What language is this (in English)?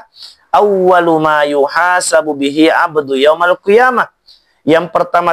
Buginese